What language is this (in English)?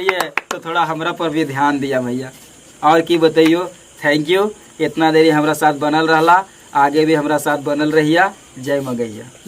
Magahi